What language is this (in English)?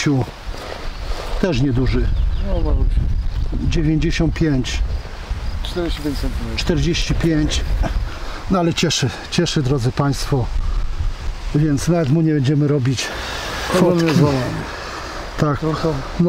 Polish